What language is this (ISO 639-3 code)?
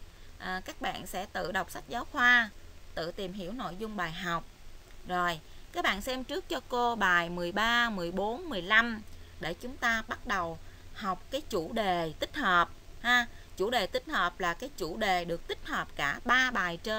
vie